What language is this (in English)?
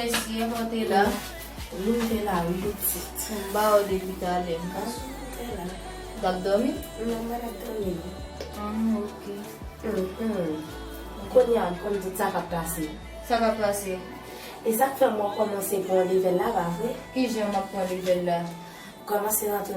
Haitian Creole